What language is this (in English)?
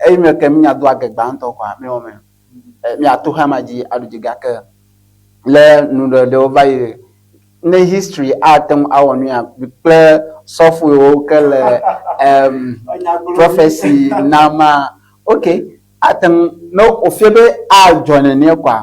Ewe